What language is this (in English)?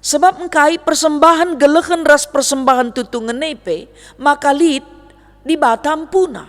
Batak Karo